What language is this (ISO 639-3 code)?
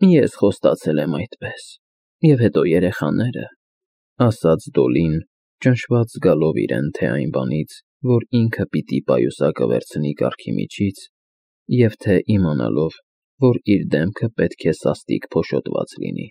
hye